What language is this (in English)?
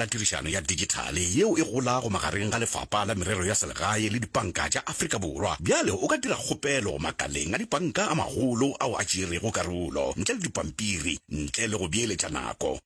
Northern Sotho